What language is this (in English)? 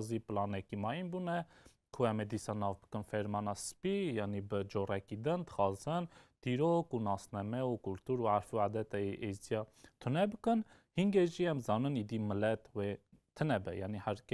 Kurdish